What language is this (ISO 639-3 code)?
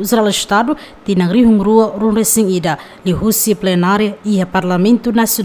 tet